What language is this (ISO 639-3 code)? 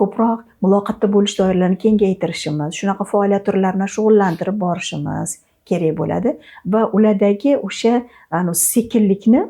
uzb